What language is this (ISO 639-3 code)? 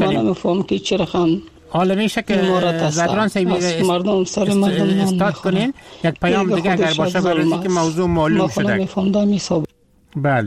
fas